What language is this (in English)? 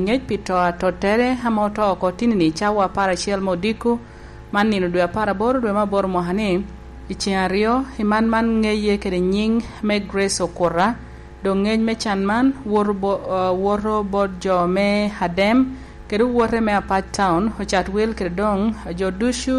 Lango (Uganda)